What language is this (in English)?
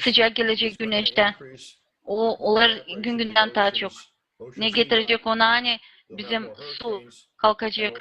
Gagauz